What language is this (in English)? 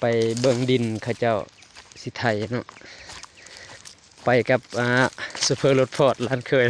Lao